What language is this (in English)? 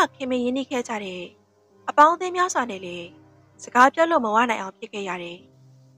Burmese